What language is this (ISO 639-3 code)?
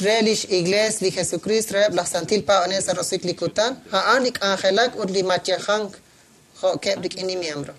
kek